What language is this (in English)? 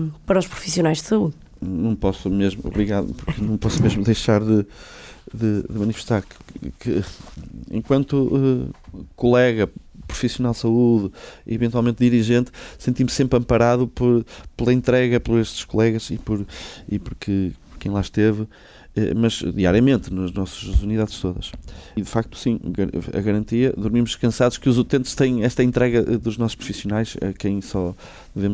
Portuguese